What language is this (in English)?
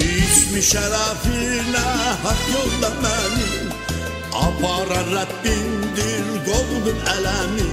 South Azerbaijani